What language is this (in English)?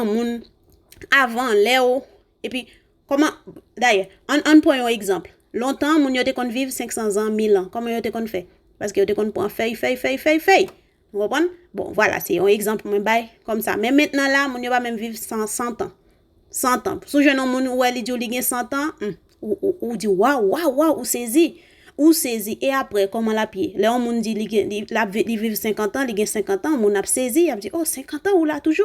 Haitian Creole